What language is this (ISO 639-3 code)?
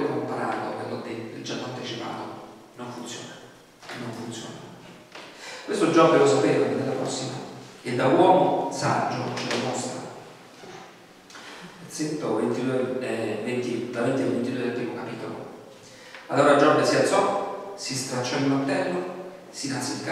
ita